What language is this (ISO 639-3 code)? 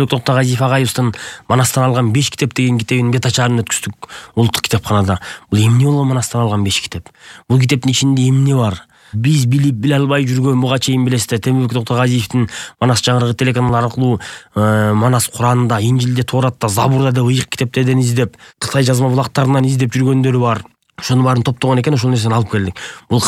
kir